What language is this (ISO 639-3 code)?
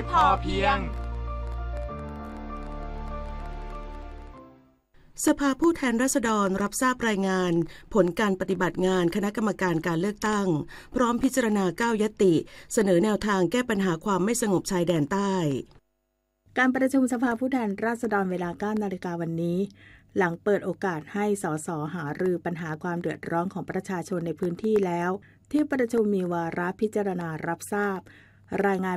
tha